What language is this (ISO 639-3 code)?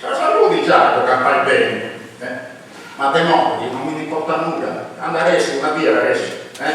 srd